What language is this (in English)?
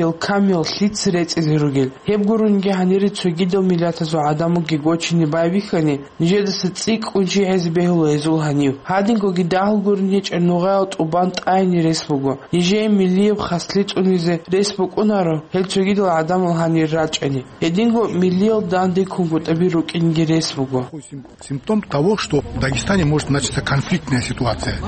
Avaric